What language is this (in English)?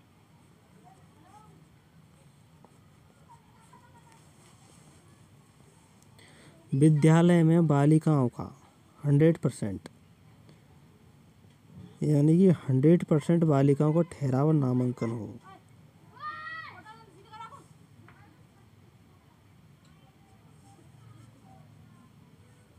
Hindi